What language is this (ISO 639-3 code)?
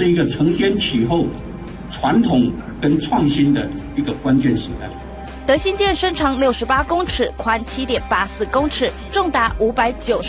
zho